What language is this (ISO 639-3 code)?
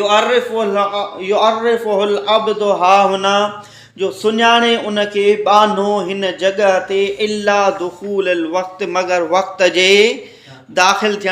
snd